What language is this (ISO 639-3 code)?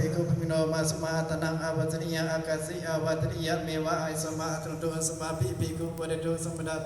pli